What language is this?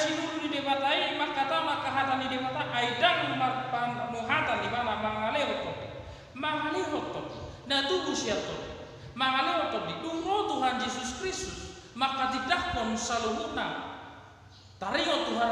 Batak Toba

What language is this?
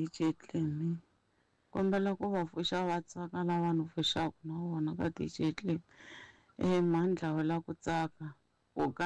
Tsonga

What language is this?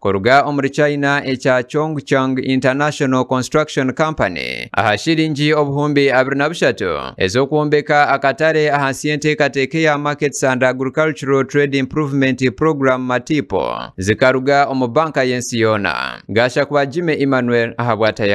Nyankole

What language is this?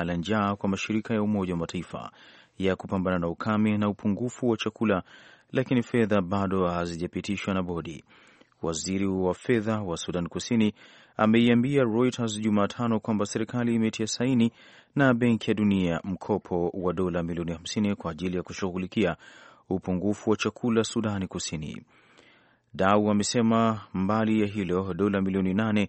Swahili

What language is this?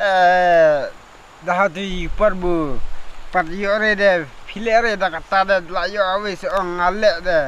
Khasi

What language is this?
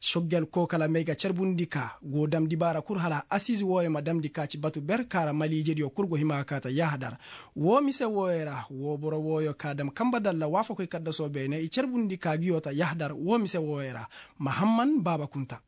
Koyraboro Senni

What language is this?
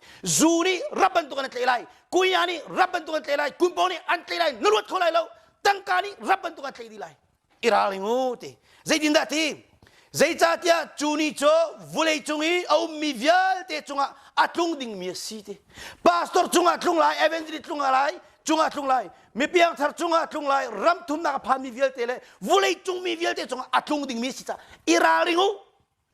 Hakha Chin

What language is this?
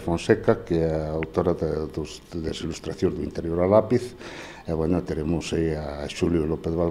Galician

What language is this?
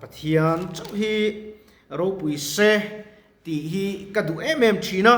Mizo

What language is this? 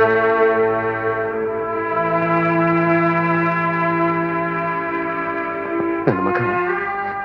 Kannada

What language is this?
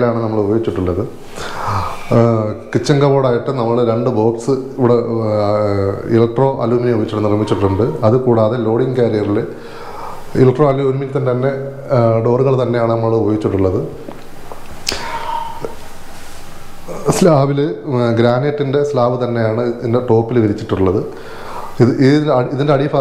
Malayalam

